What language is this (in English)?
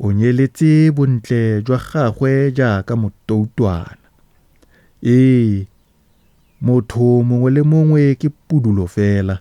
Tswana